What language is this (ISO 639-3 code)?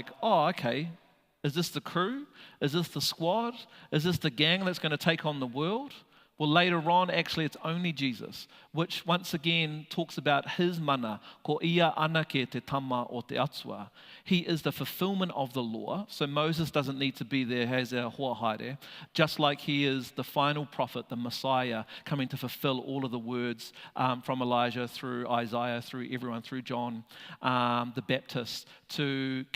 mri